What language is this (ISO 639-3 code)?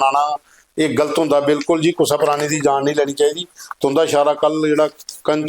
doi